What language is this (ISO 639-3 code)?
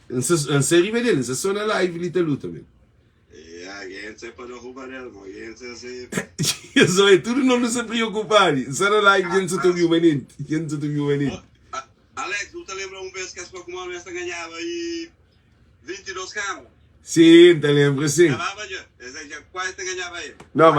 kea